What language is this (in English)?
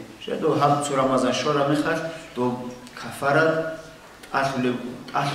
Avaric